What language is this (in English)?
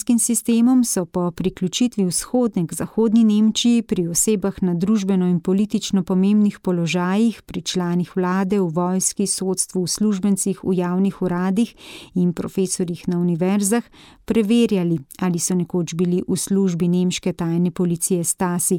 Slovenian